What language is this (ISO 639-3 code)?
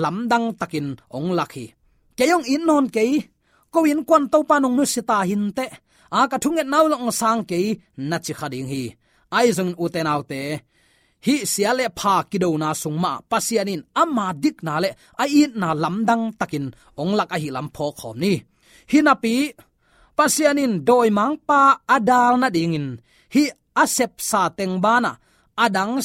ctd